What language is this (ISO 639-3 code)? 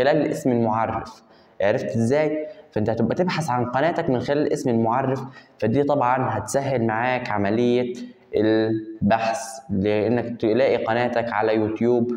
arz